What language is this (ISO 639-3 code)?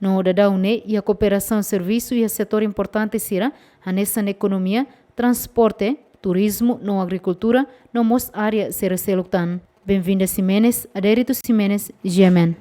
tet